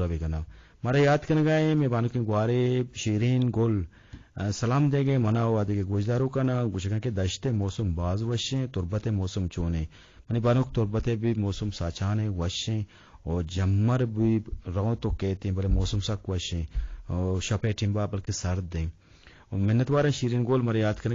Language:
Eastern Balochi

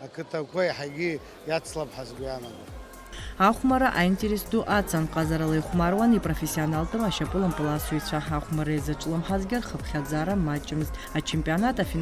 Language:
Abkhazian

